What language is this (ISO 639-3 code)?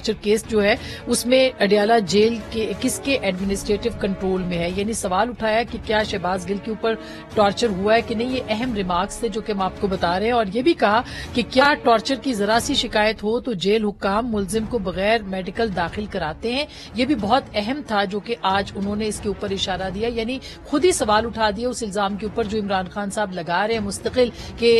urd